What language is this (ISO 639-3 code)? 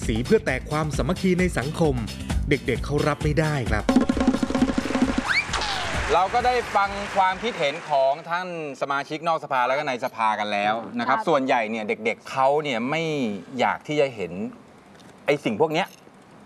tha